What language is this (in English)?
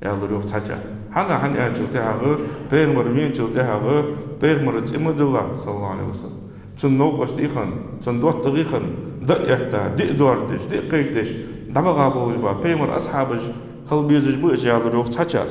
Ingush